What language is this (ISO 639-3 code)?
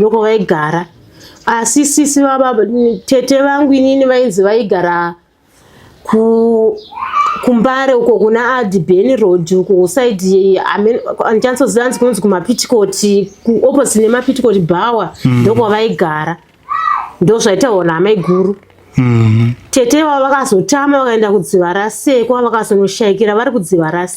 sna